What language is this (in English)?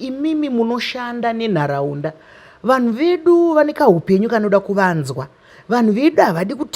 Shona